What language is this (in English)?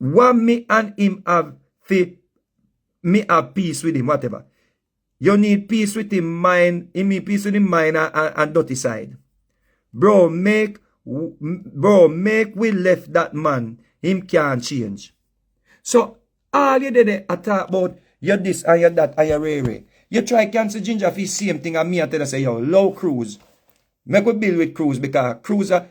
Jamaican Creole English